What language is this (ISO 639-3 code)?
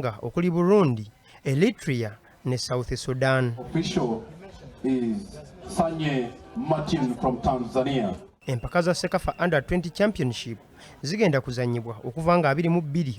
lug